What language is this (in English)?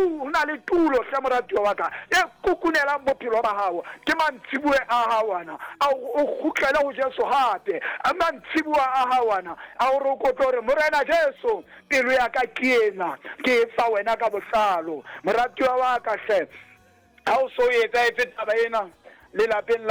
Southern Sotho